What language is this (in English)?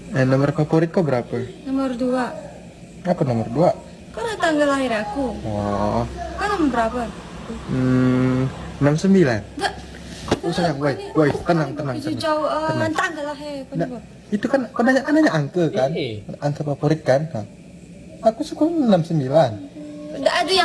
Banjar